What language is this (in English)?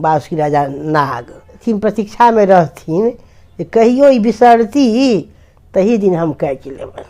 Maithili